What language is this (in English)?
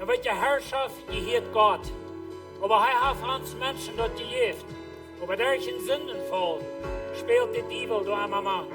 Plautdietsch